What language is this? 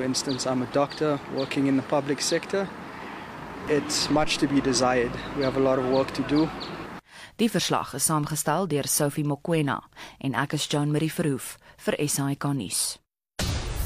Afrikaans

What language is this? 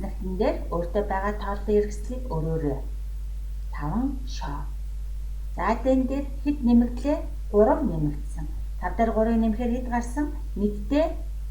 Mongolian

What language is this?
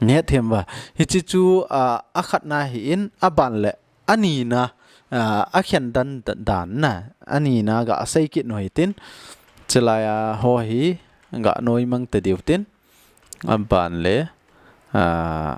Thado Chin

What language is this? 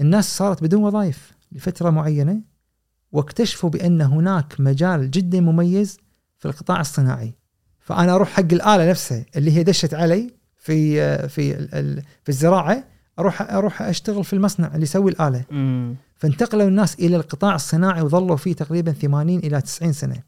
Gulf Arabic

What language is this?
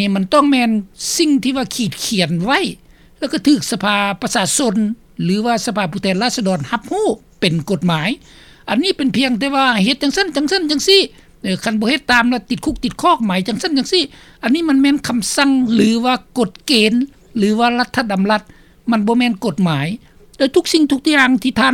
Lao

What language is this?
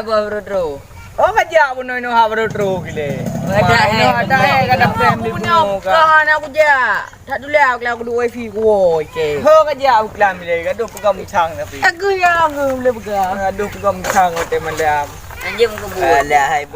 Achinese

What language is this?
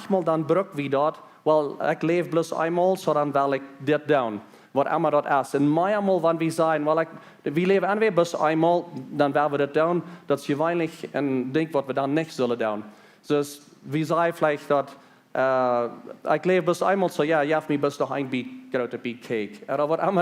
Plautdietsch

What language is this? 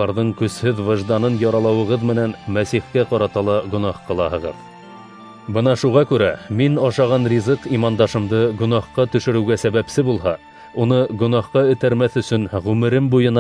Bashkir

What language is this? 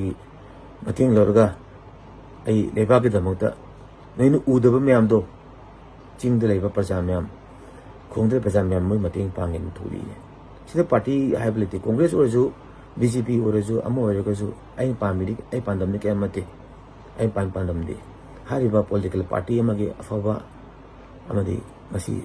Manipuri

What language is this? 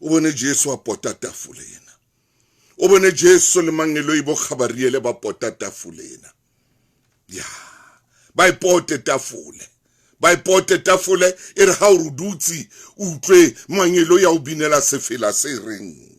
Southern Sotho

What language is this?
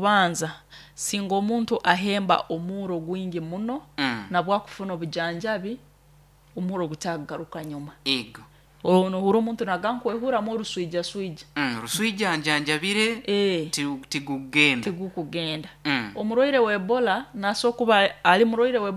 Nyoro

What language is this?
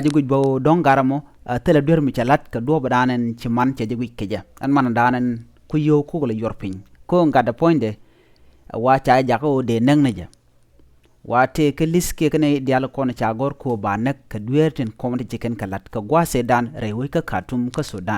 Nuer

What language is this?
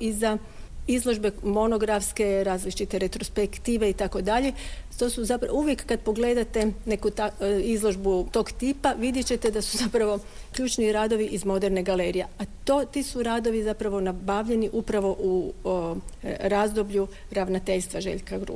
Croatian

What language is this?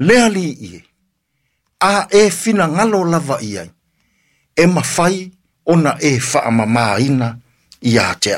Samoan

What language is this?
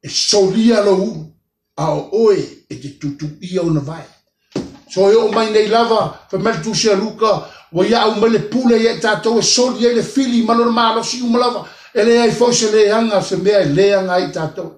Samoan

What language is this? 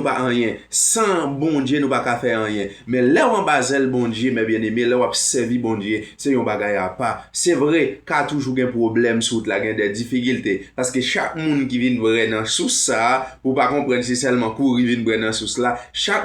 Haitian Creole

